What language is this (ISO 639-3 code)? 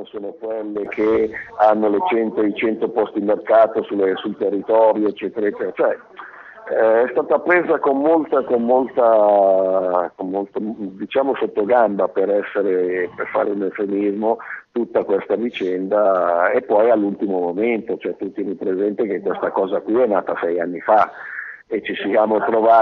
ita